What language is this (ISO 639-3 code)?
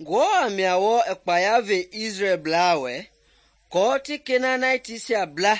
men